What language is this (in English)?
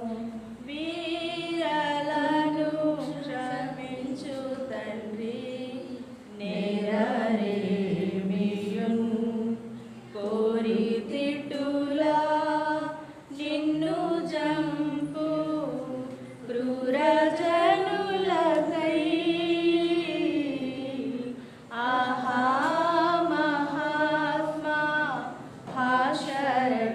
Telugu